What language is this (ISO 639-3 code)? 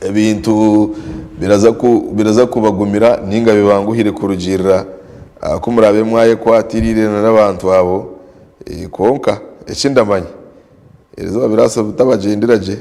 nyn